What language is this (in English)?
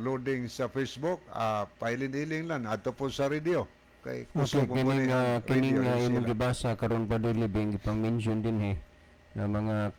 Cebuano